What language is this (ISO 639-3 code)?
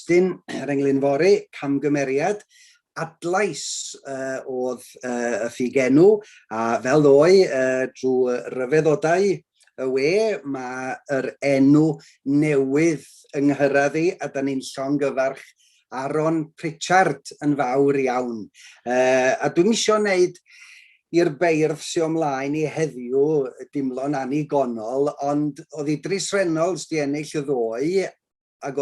cym